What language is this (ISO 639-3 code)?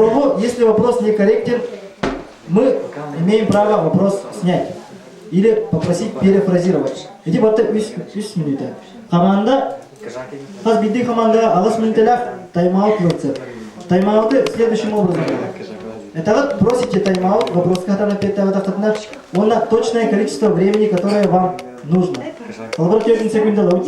sah